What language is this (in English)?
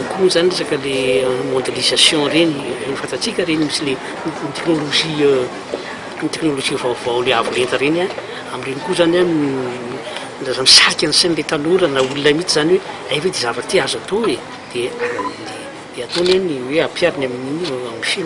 Malagasy